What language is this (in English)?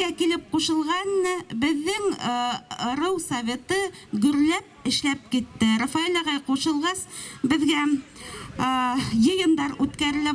Bashkir